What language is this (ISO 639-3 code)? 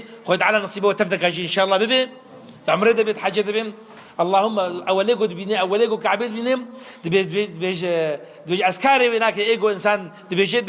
kur